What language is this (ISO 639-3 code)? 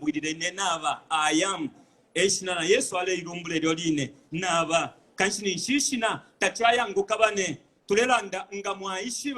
bem